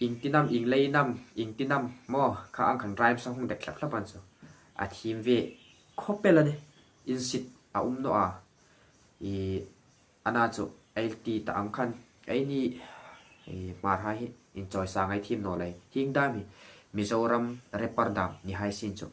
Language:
Hmar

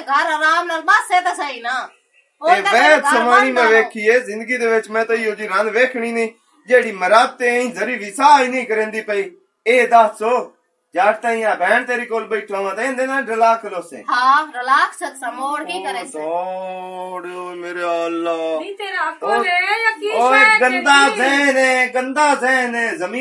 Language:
Western Panjabi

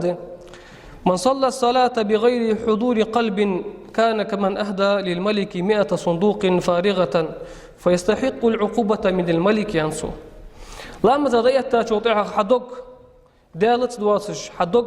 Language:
Ingush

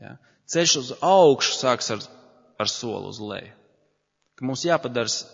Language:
Latvian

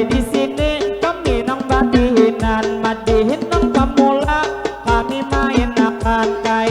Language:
Banjar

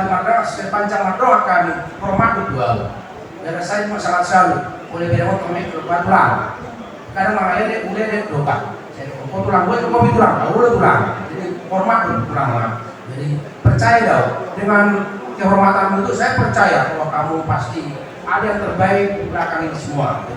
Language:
Batak Toba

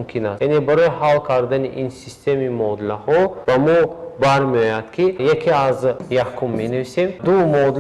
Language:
Tajik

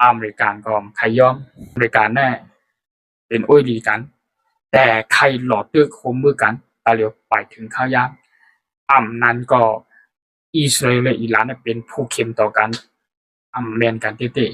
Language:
Shan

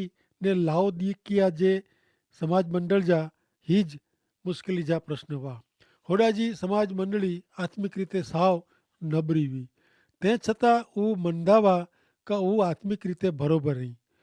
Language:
Kachhi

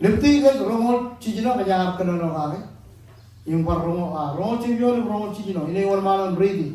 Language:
Marshallese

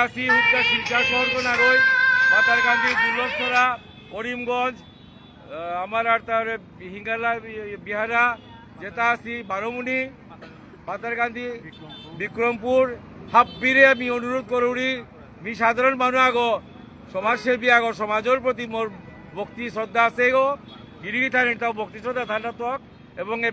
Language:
Bishnupriya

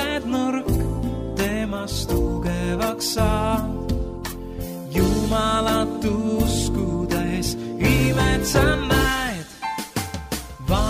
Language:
Estonian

